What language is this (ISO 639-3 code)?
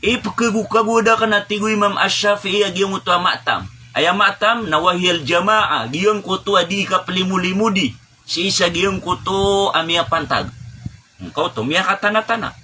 mrw